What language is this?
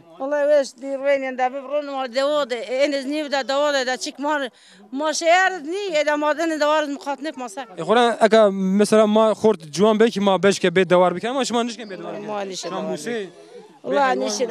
Zaza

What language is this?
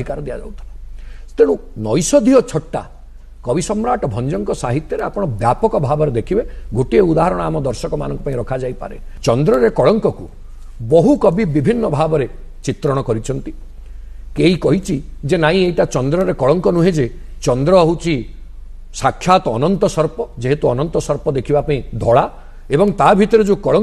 Odia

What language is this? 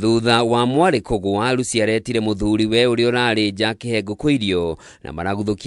Kikuyu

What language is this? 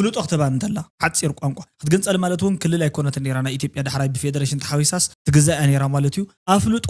Tigrinya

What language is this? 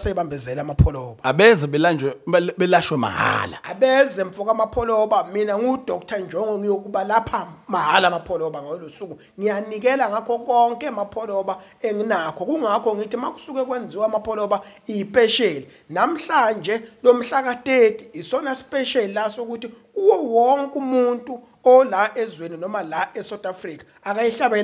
Zulu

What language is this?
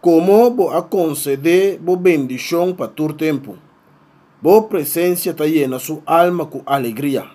Papiamento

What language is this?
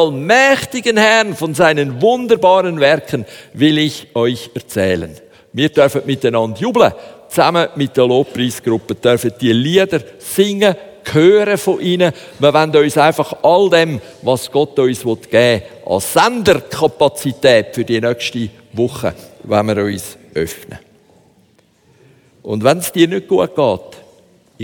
German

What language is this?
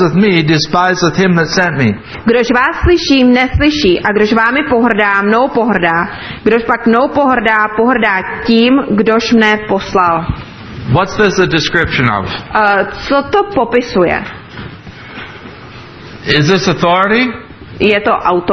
Czech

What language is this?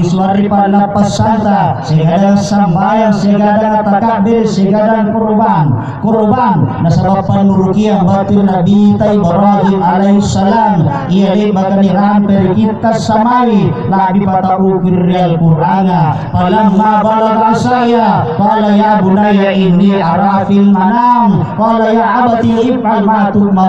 Makasar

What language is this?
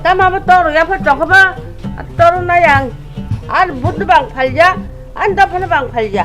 Kok Borok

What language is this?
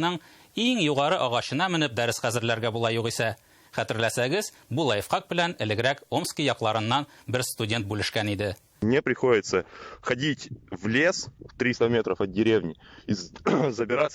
Tatar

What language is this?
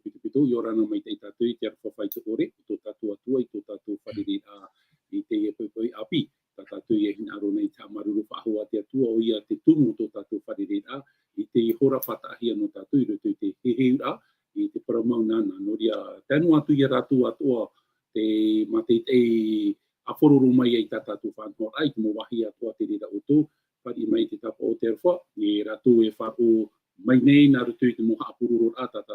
Tahitian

